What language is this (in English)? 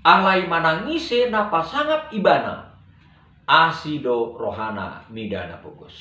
Batak Toba